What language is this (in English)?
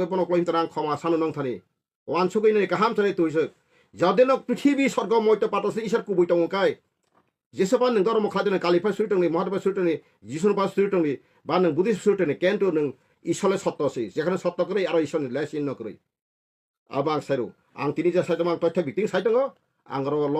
Kok Borok